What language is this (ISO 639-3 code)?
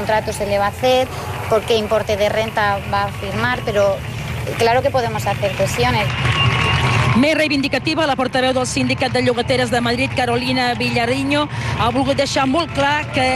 cat